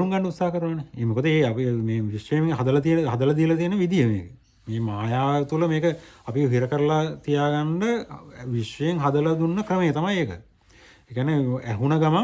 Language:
Sinhala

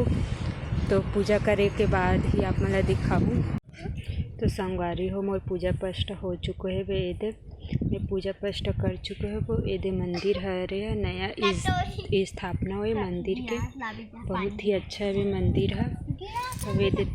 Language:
Chhattisgarhi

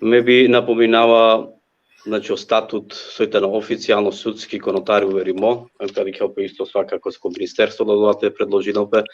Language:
Balkan Romani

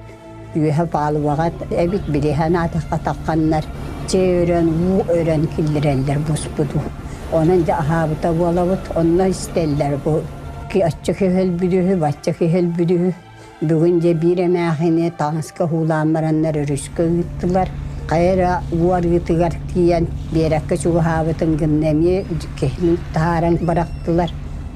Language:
Yakut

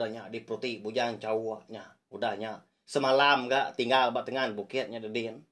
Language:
Iban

